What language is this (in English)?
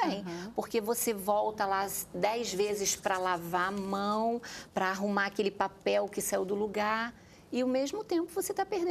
Portuguese